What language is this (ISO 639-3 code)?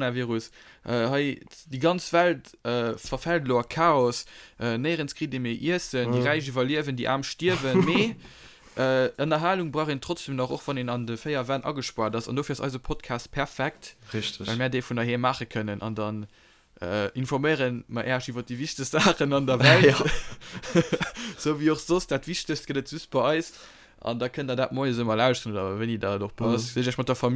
ltz